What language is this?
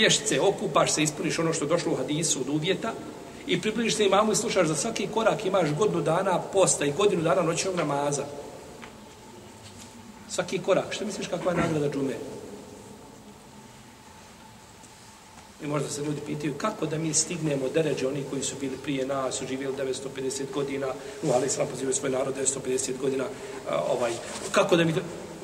Bosnian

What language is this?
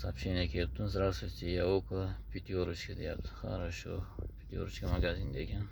Uzbek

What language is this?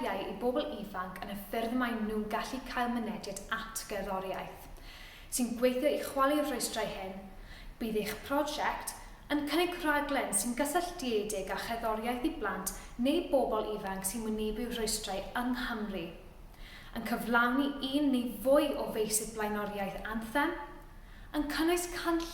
Welsh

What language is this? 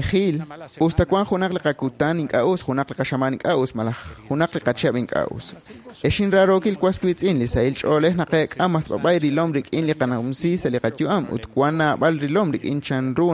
Kekchí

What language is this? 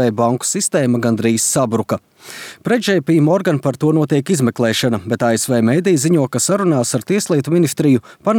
Latvian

